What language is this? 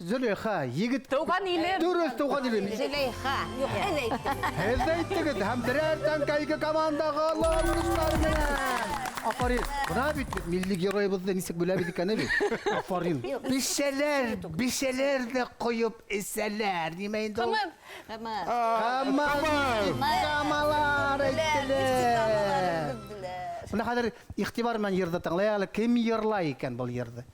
Bashkir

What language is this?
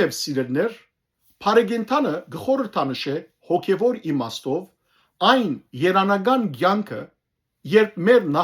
Western Armenian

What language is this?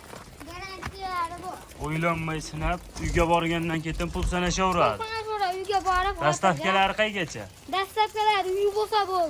Uzbek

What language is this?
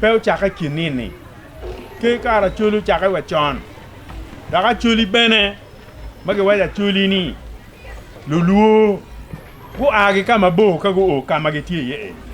Acoli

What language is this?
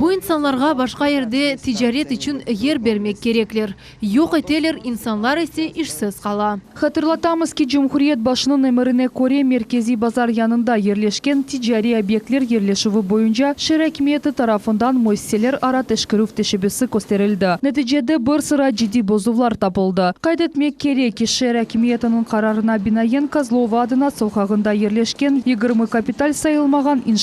Crimean Tatar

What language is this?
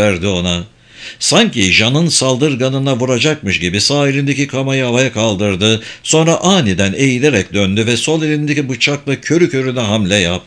Turkish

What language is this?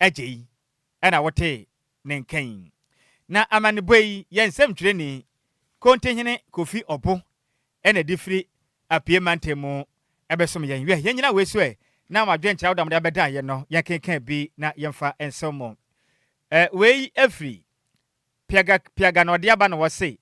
Akan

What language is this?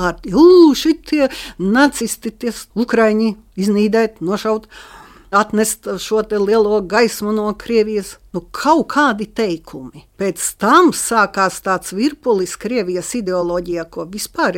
Latvian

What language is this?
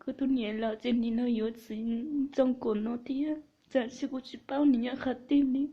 Hmong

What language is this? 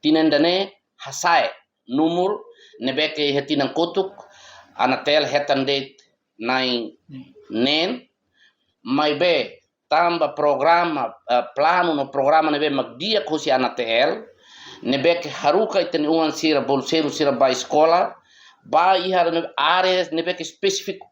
Tetum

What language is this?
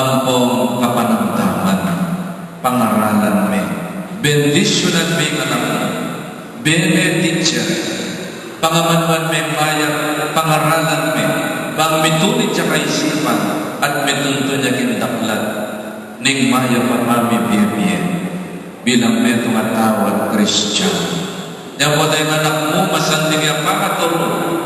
Pampanga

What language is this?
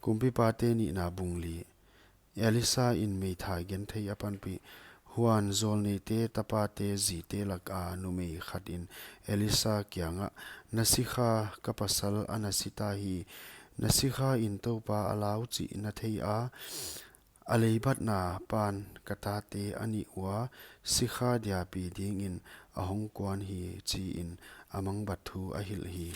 Paite Chin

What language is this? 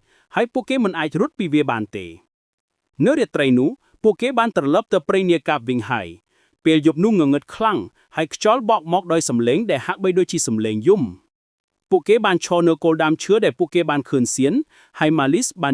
Khmer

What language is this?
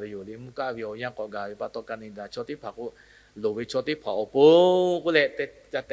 Lahu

